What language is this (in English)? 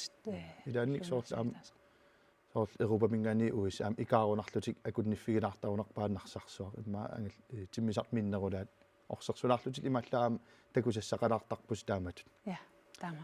Kalaallisut